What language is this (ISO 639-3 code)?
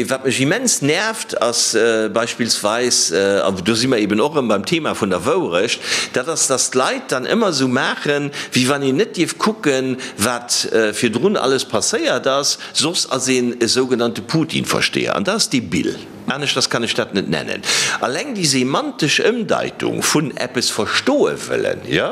ltz